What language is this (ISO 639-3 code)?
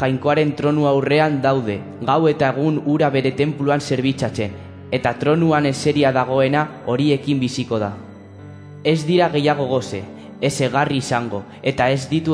eus